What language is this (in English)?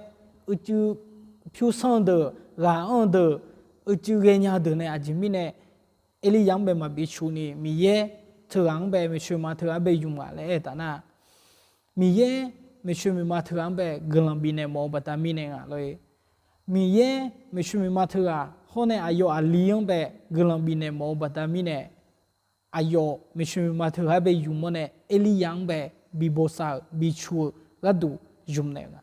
Akha